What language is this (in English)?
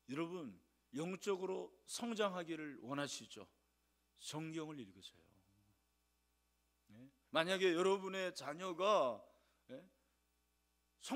Korean